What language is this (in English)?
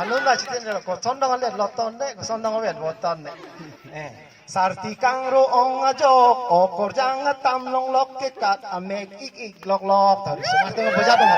Karbi